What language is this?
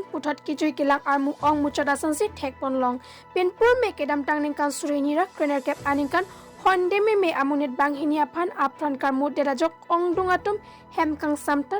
Karbi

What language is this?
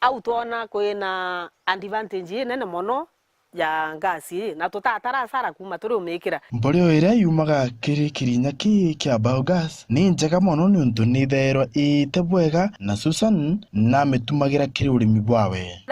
Meru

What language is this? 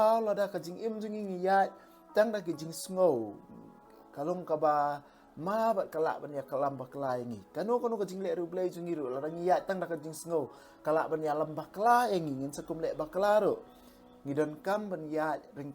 Khasi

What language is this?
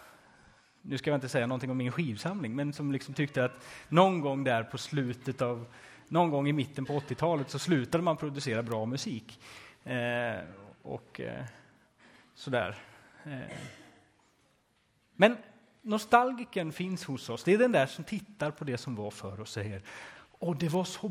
Swedish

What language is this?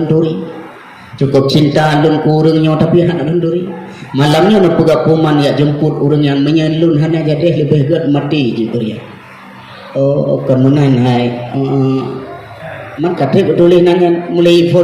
Achinese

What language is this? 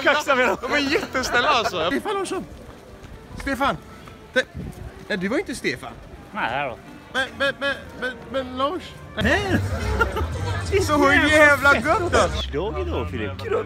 Swedish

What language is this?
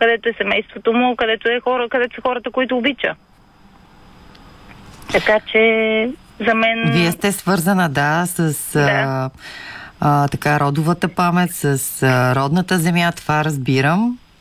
Bulgarian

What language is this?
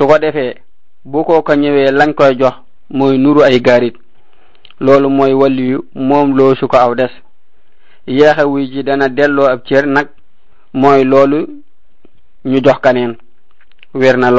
Wolof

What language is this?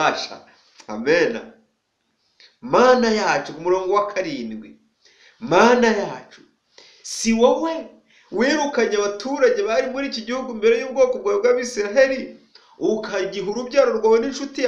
Kinyarwanda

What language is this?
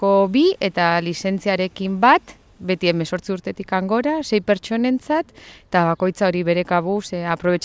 Basque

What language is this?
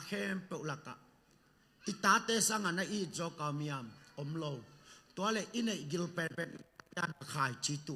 Tedim Chin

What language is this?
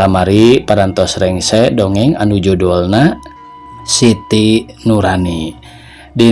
Sundanese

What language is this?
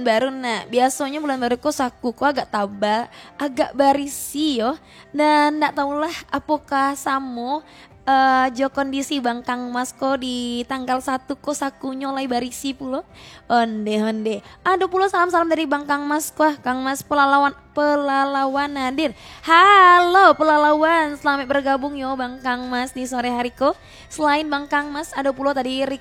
Minangkabau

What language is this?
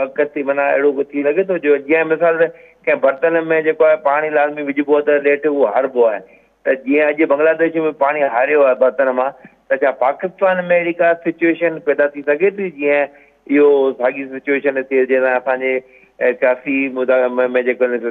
Sindhi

